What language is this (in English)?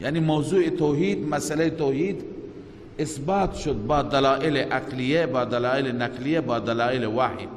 Persian